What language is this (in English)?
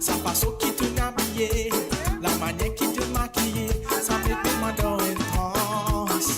Morisyen